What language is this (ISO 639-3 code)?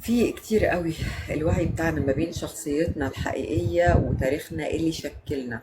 arz